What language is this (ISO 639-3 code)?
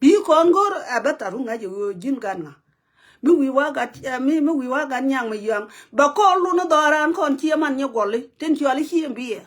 nus